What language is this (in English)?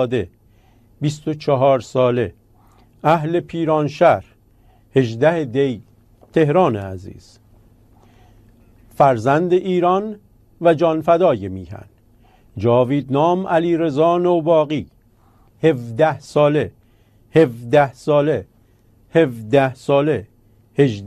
Persian